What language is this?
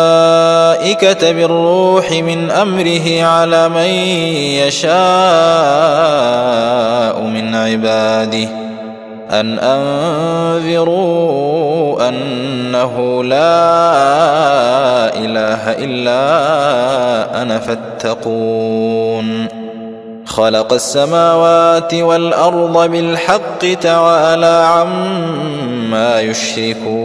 Arabic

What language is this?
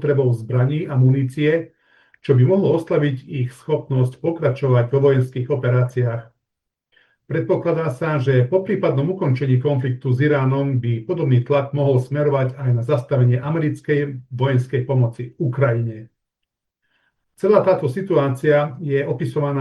Slovak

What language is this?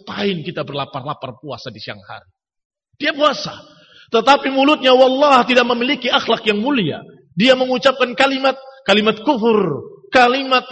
Indonesian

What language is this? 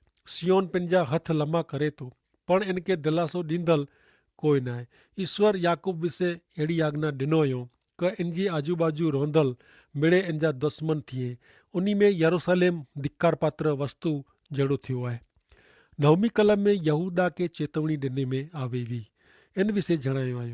Kachhi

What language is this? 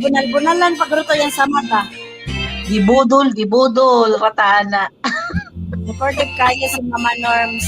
Cebuano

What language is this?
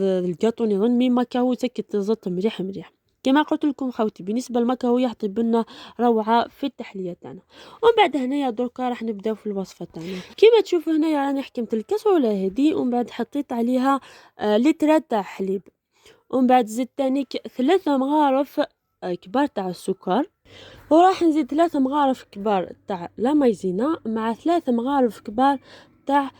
Algerian Arabic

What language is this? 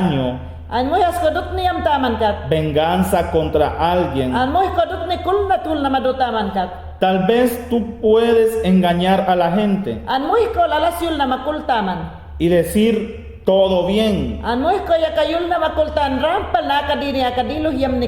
Mayangna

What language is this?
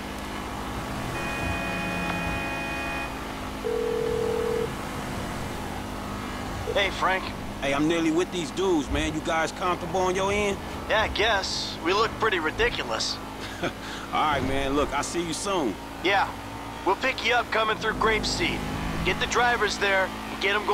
English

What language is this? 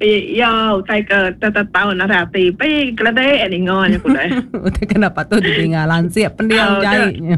Iban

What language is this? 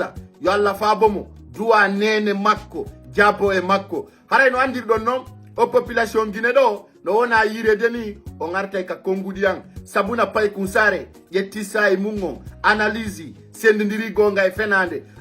Fula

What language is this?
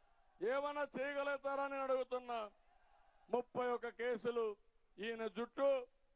Telugu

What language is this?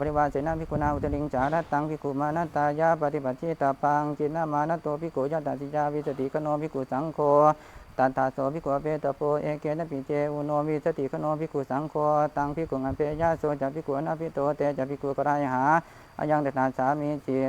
Pali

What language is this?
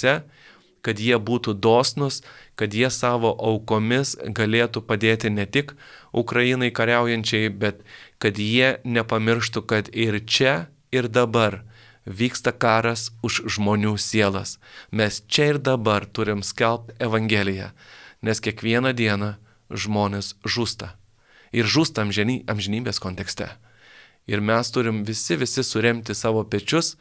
Lithuanian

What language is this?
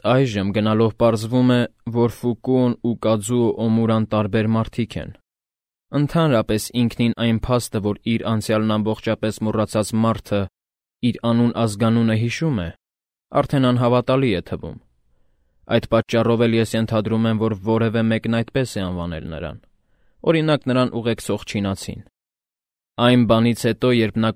Armenian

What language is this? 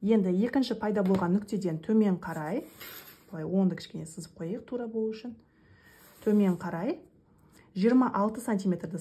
Kazakh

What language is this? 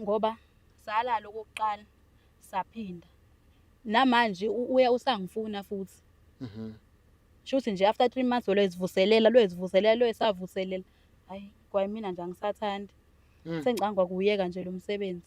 Zulu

